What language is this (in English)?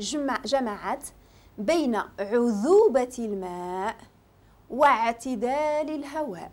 Moroccan Arabic